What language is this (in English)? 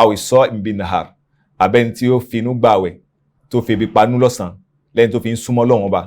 Yoruba